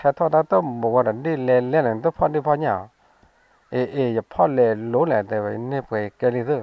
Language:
S'gaw Karen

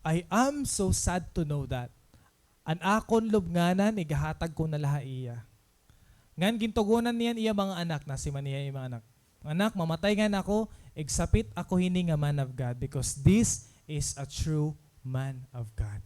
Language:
Waray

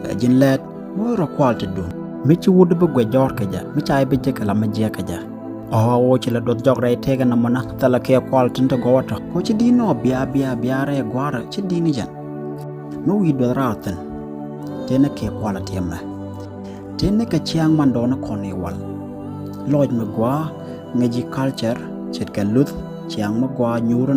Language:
Nuer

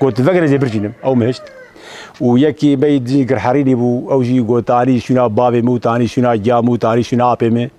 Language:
Kurdish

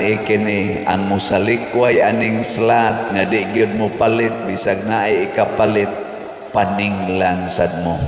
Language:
Cebuano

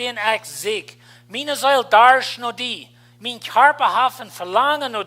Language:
Plautdietsch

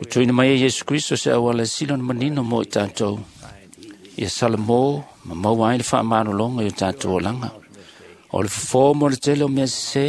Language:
Samoan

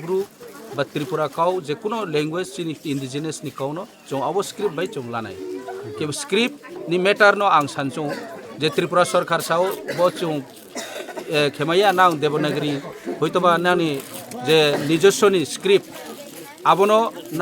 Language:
Kok Borok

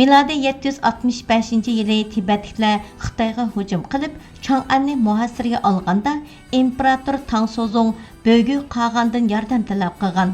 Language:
Uyghur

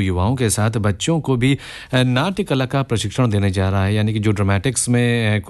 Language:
Hindi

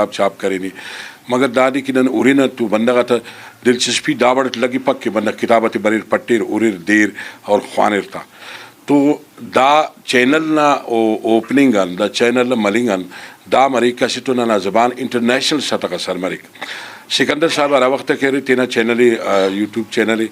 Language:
Brahui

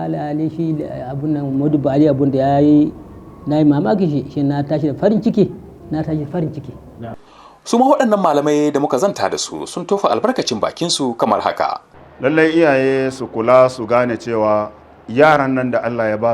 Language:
Hausa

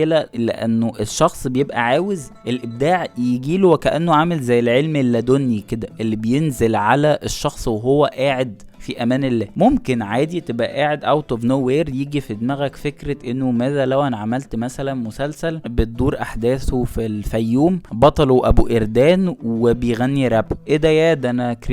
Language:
Egyptian Arabic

